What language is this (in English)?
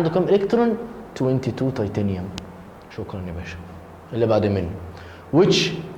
Egyptian Arabic